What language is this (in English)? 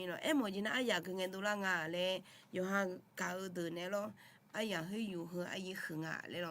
Akha